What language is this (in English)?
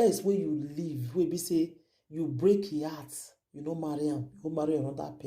Nigerian Pidgin